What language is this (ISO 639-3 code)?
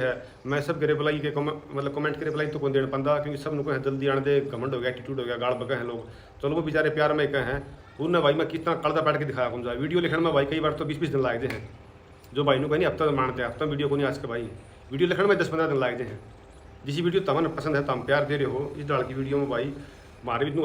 bgc